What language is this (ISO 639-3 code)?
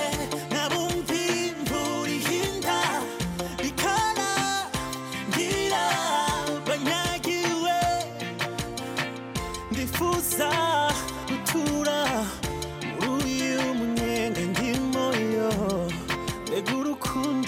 kin